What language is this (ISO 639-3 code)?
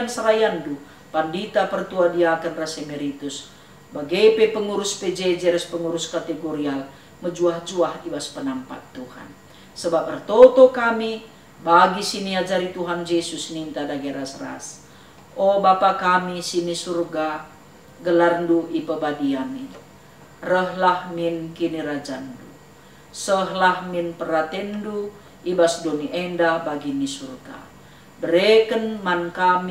btx